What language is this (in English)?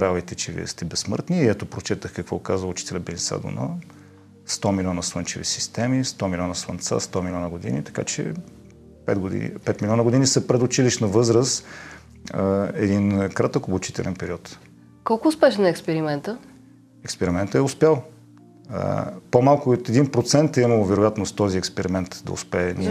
Bulgarian